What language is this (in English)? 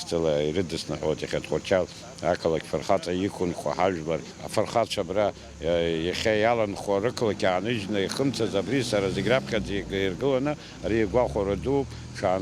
Abkhazian